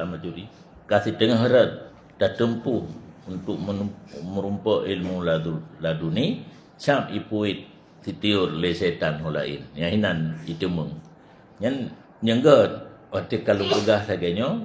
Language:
Achinese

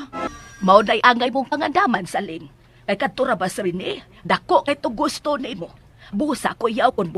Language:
Cebuano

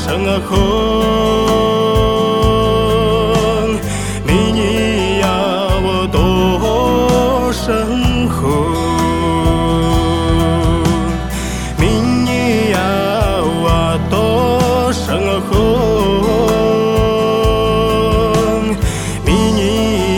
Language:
Buriat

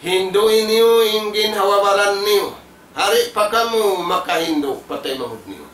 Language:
Tausug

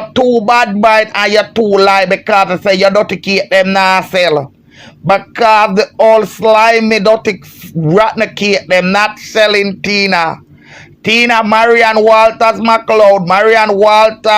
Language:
Jamaican Creole English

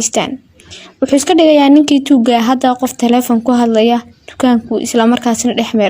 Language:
Somali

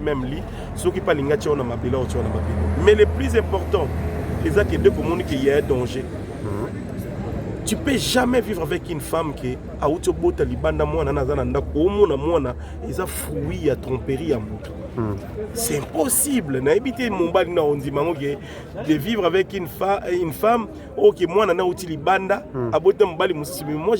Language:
Lingala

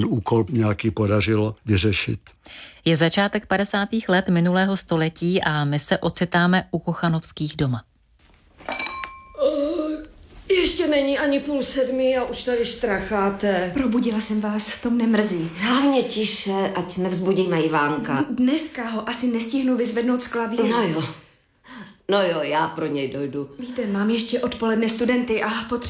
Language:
Czech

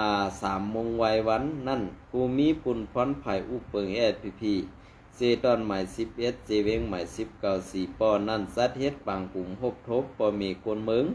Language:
Shan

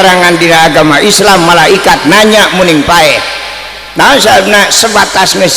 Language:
Sundanese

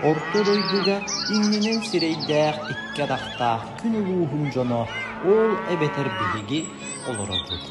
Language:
Yakut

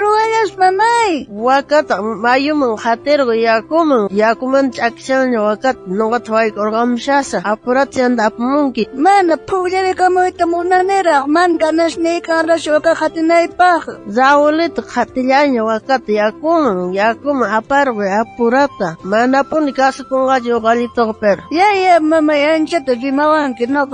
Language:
South Bolivian Quechua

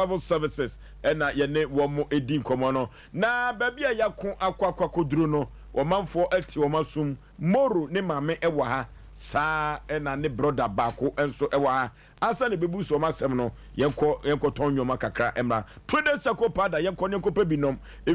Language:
Akan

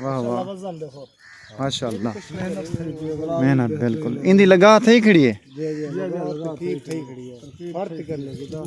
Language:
Saraiki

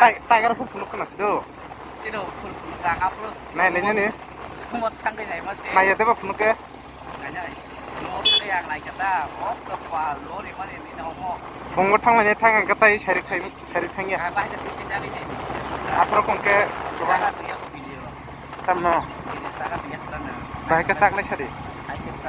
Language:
Kok Borok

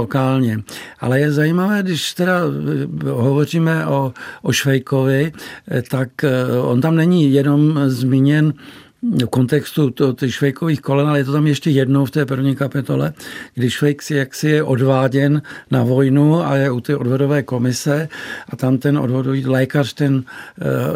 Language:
Czech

